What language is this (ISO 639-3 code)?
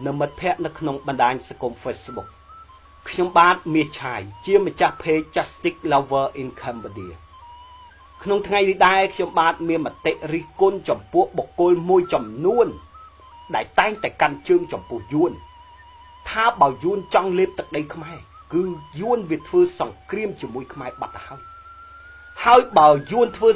khm